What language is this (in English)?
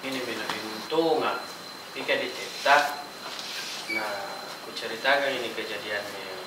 Makassar Malay